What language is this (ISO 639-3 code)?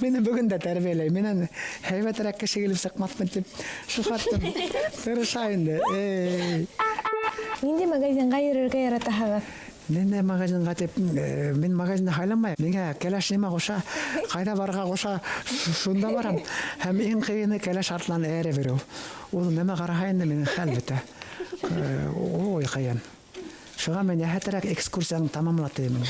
bak